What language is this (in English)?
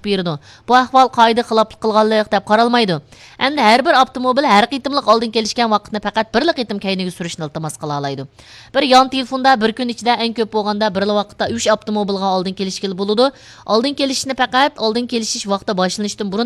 Uyghur